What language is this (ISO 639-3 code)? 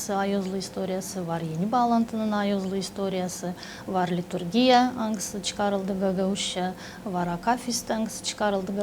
gag